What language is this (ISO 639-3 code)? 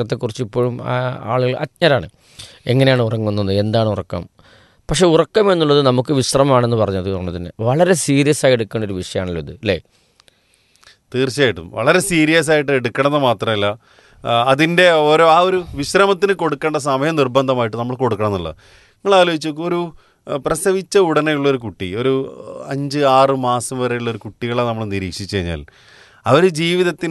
mal